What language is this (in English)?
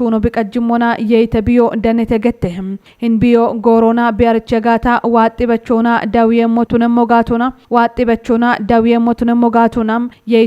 Kafa